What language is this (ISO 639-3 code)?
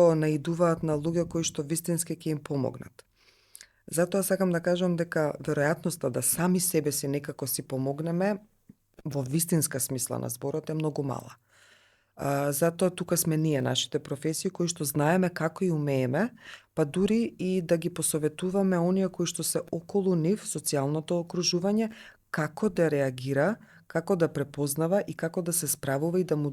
mkd